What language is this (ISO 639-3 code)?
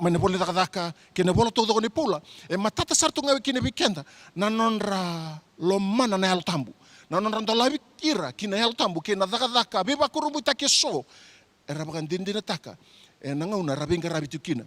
fij